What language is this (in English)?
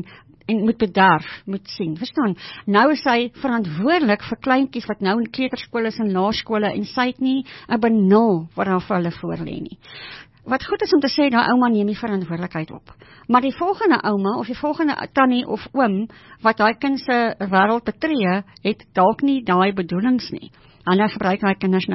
Afrikaans